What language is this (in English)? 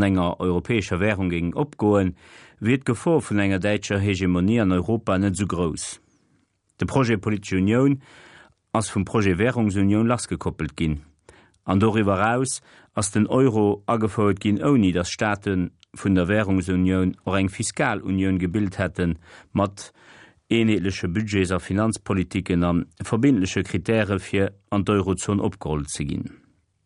Luxembourgish